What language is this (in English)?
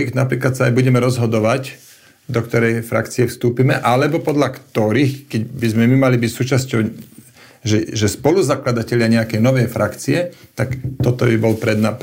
Slovak